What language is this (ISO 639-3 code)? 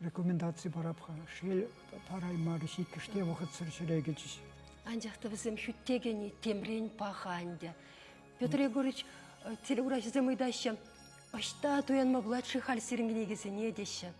chv